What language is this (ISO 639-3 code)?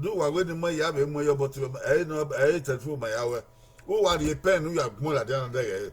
bin